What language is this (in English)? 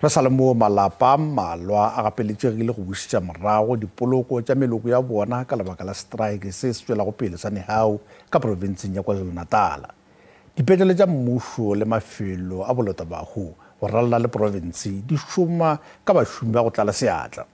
Northern Sotho